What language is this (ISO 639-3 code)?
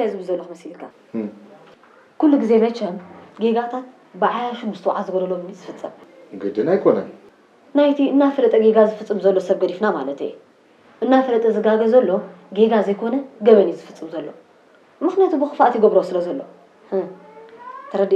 tir